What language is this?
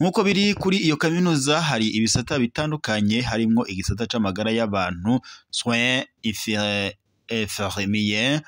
Rundi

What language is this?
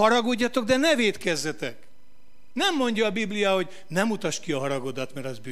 Hungarian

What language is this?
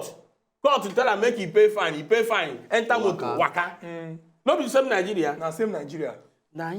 Nigerian Pidgin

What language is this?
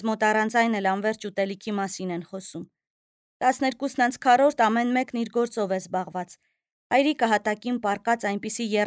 Armenian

